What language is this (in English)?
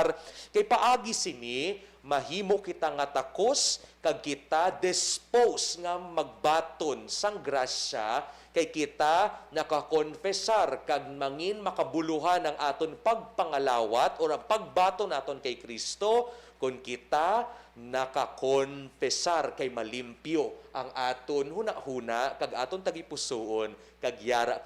Hiligaynon